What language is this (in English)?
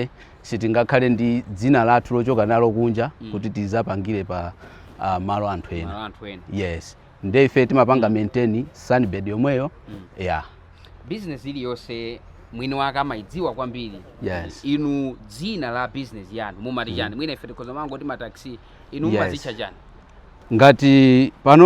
Nyanja